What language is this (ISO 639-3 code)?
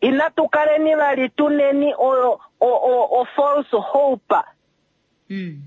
kua